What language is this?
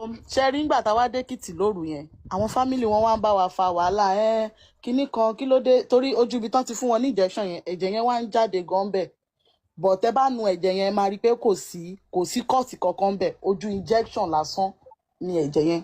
Yoruba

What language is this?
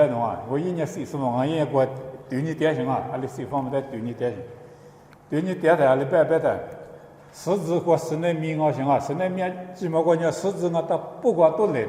Lisu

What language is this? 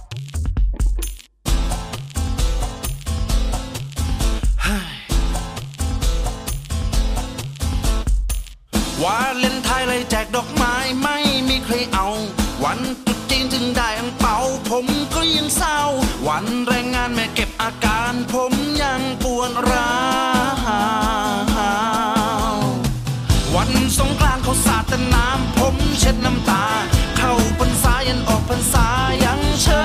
Thai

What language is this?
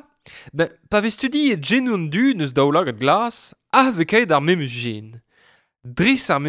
Breton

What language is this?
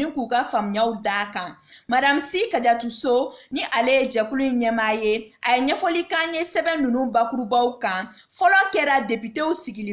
Bambara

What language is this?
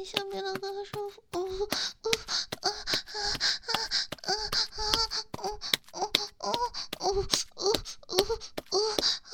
Chinese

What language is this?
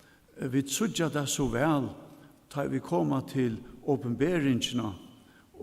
Faroese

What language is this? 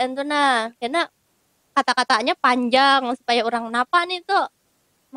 Banjar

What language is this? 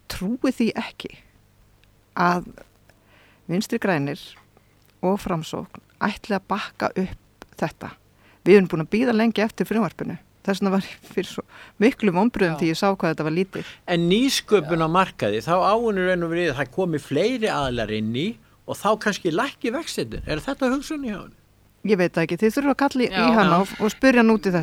Icelandic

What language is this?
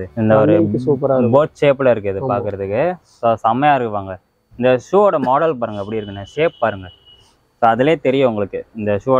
Tamil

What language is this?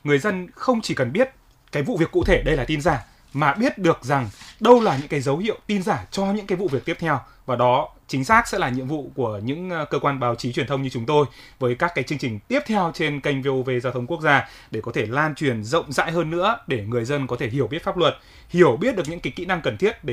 Vietnamese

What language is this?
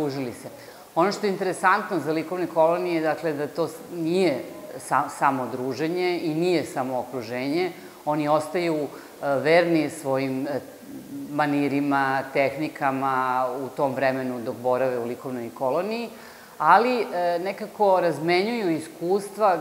Serbian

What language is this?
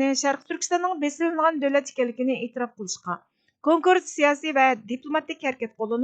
Uyghur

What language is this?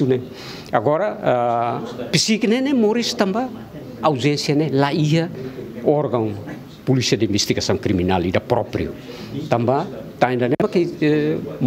Tetum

